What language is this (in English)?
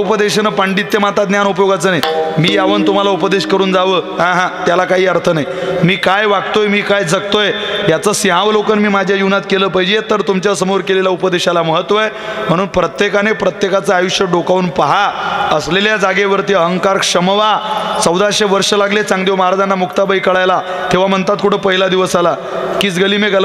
Marathi